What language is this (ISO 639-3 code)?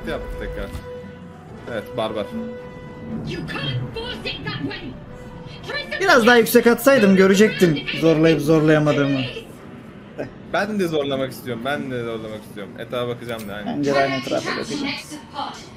tur